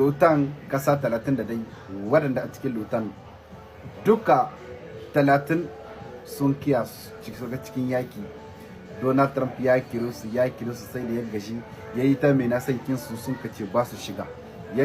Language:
Hausa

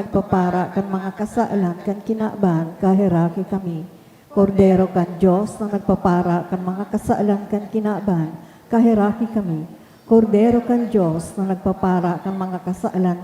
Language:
Bikol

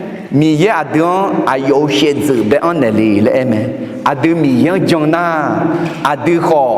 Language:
Akha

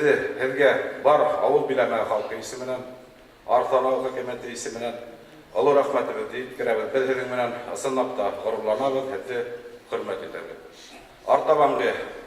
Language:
Bashkir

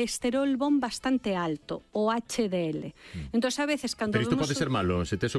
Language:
Galician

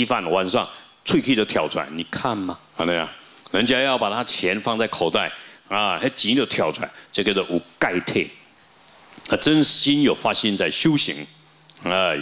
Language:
Chinese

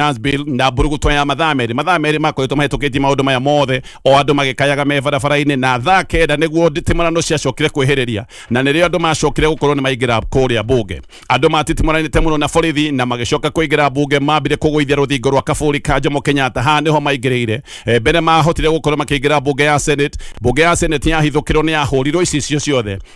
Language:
Kikuyu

